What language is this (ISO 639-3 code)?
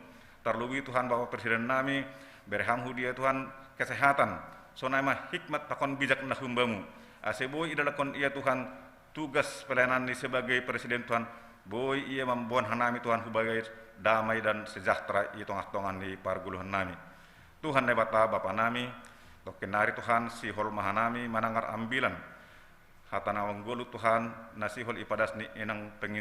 bts